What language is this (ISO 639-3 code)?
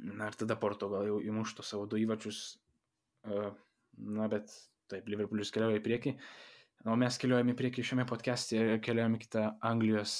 lit